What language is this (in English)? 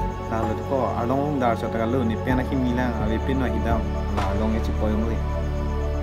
Karbi